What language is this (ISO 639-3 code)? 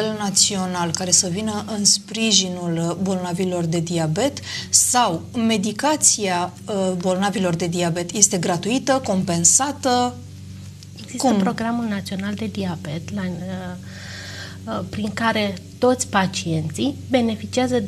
ron